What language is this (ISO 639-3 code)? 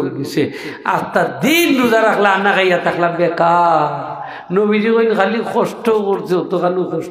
syl